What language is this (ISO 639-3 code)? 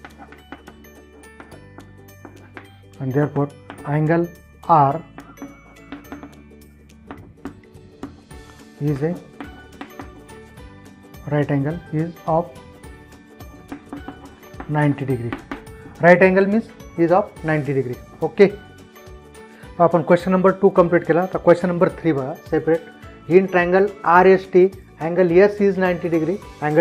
mar